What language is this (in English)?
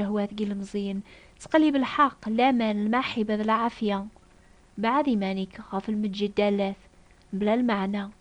Kabyle